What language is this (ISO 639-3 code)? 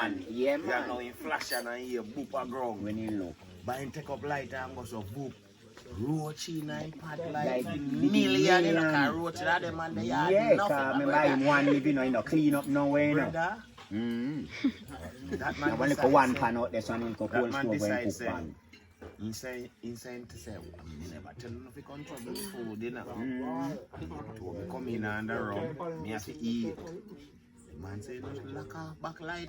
jam